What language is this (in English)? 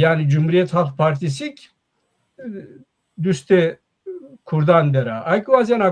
Zaza